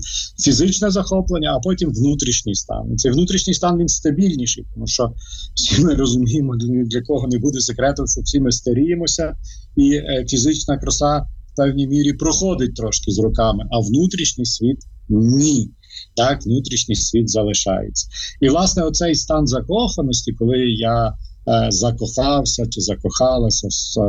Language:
Ukrainian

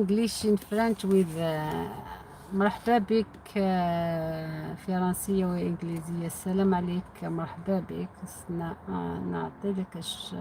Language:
Algerian Arabic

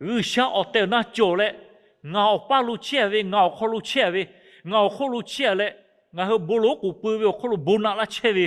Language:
Lahu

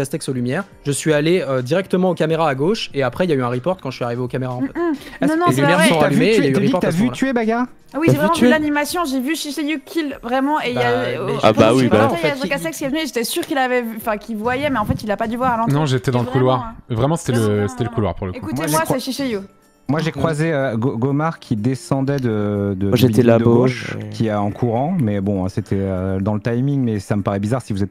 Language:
French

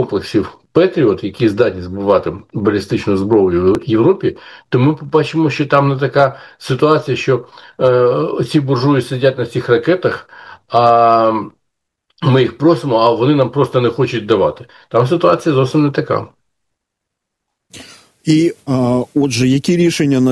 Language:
Ukrainian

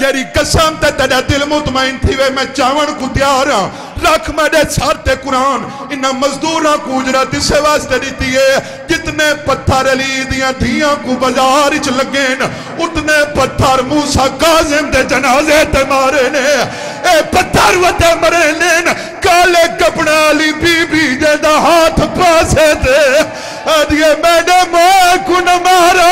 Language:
Saraiki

